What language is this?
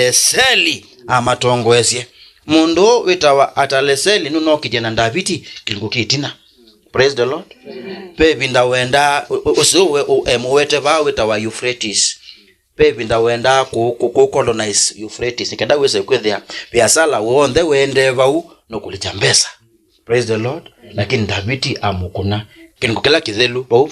Kamba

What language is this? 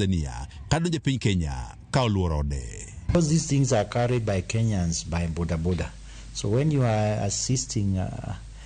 Luo (Kenya and Tanzania)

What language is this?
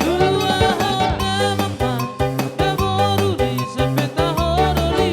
Batak Toba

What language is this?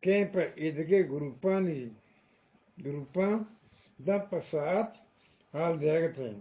Eastern Balochi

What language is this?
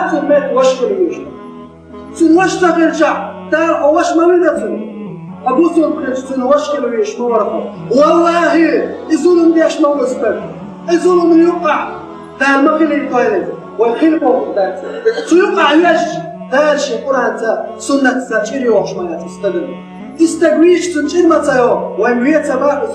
Chechen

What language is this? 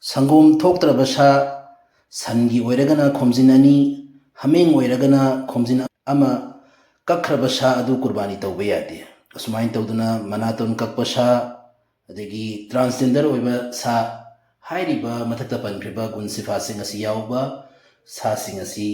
Manipuri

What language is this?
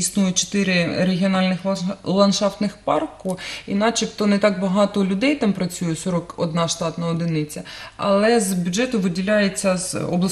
Ukrainian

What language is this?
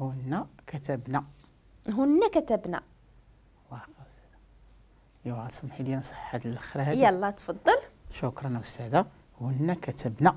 Moroccan Arabic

